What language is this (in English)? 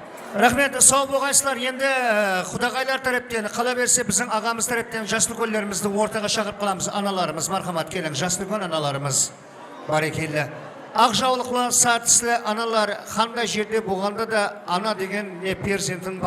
Kara-Kalpak